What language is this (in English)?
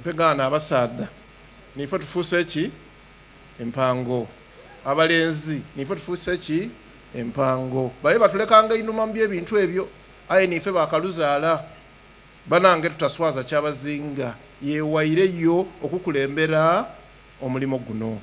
Soga